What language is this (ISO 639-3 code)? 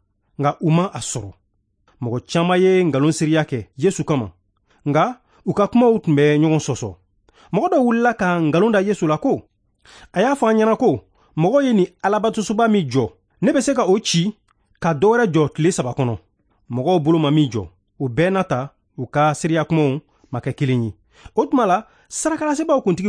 bam